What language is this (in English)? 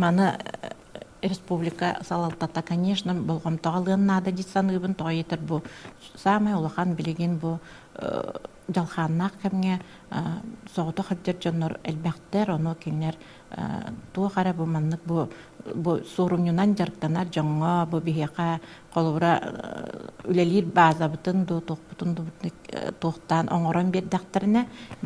Yakut